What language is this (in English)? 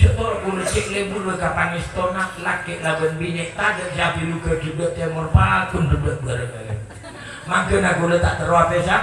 Madurese